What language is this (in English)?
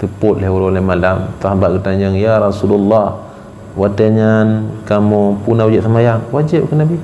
Achinese